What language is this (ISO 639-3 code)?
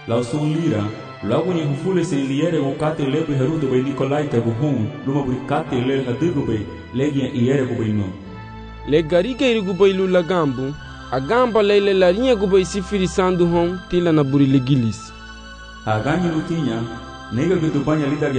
cab